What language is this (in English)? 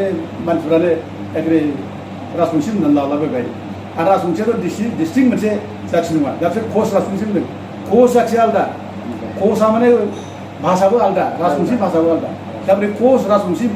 Bodo